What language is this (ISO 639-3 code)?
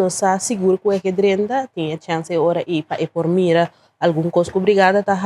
pap